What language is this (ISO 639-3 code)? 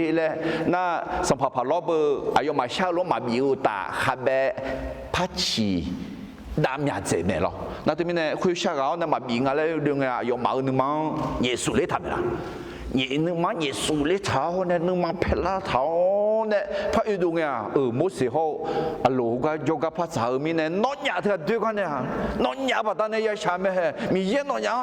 ahk